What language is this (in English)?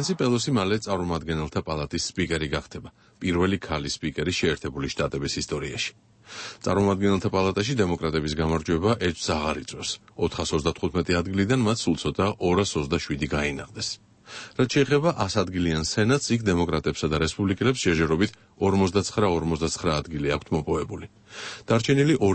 Georgian